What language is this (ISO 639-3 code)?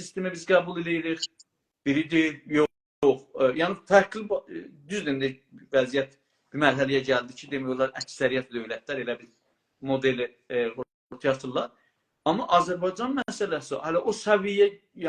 azb